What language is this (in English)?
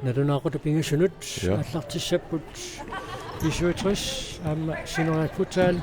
Kalaallisut